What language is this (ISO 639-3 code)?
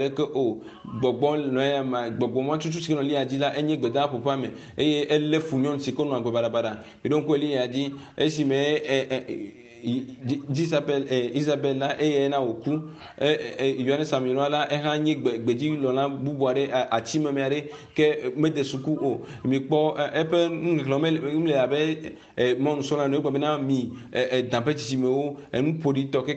ewe